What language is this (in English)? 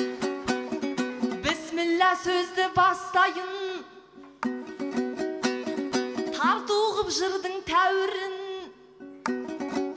Kazakh